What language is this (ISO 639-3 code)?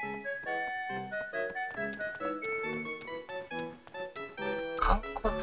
jpn